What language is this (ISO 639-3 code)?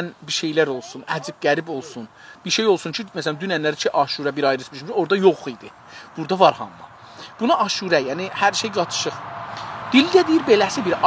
azb